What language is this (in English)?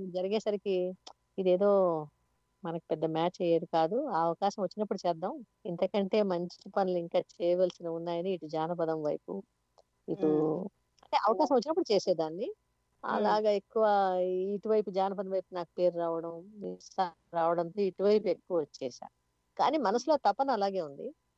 Telugu